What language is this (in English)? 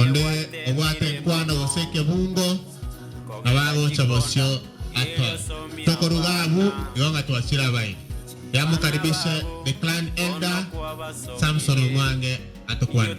Gusii